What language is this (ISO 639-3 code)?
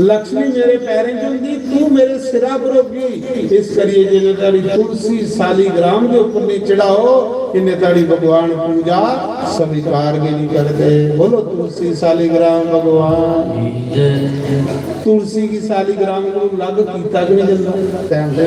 doi